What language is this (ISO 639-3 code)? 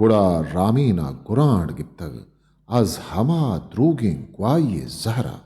bgp